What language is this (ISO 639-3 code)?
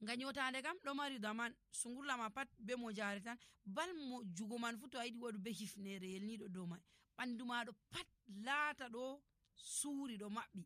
fuv